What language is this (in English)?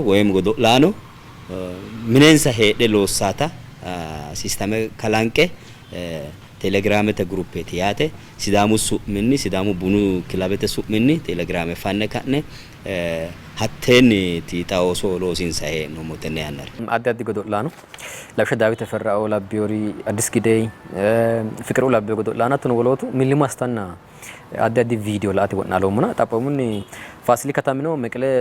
Sidamo